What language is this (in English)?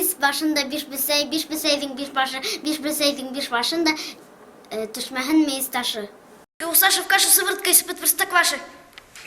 Bashkir